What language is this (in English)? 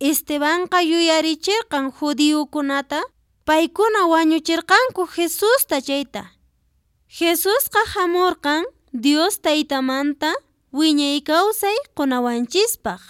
Quechua